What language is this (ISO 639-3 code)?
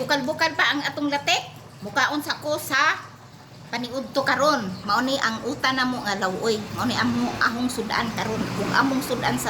ceb